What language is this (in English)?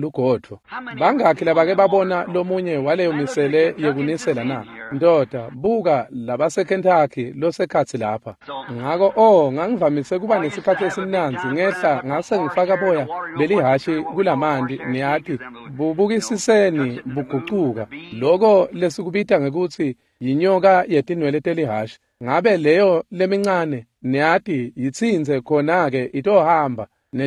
Swati